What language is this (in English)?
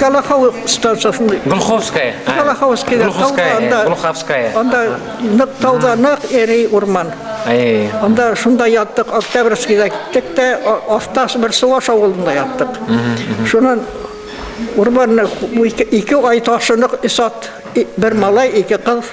Bashkir